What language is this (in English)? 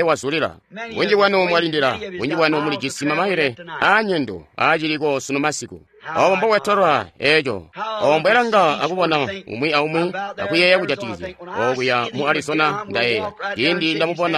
Tonga (Zambia)